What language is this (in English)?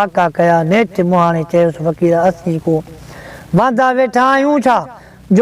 Sindhi